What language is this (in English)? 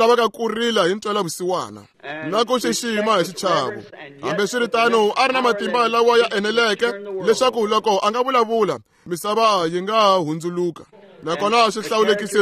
Tsonga